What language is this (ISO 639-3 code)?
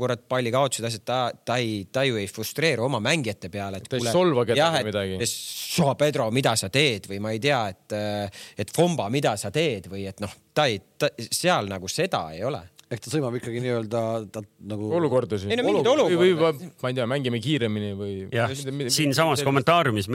est